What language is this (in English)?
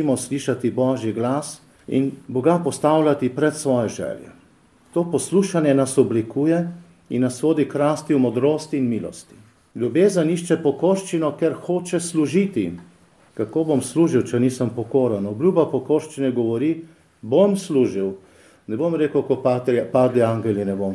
Slovenian